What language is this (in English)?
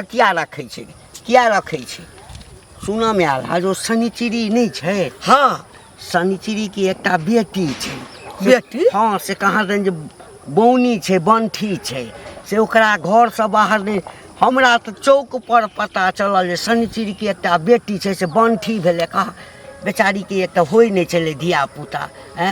Maithili